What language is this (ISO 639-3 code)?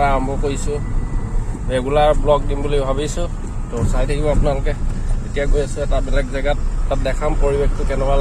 asm